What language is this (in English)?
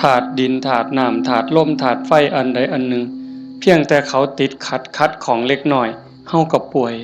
Northeastern Thai